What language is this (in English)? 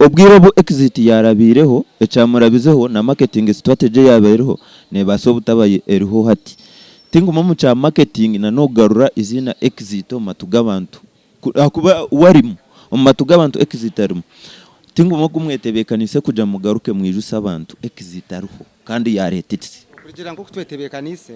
Nyankole